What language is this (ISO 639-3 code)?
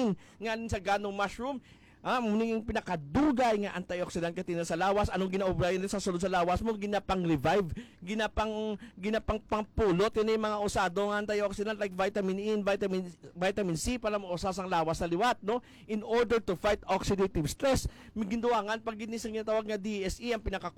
hil